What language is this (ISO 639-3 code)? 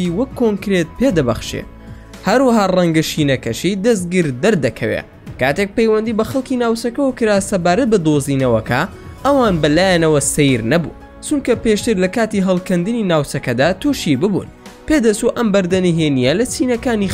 ckb